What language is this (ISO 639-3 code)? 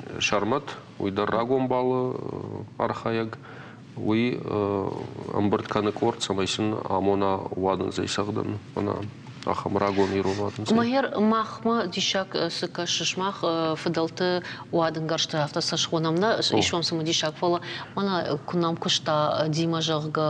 oss